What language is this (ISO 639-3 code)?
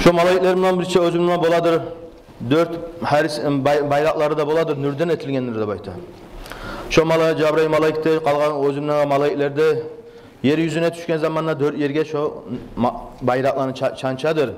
kum